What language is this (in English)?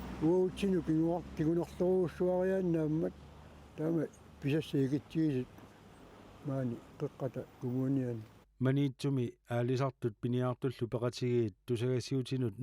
Kalaallisut